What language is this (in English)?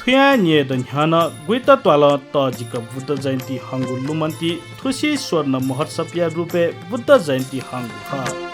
Newari